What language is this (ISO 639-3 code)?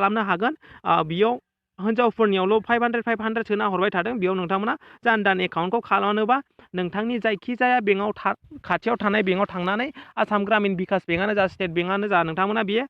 brx